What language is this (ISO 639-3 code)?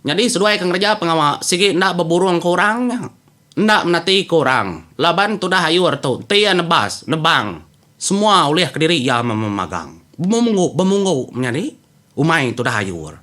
iba